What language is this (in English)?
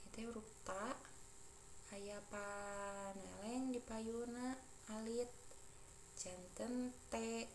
Sundanese